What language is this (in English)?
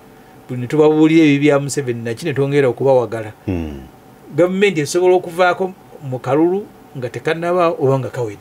Ganda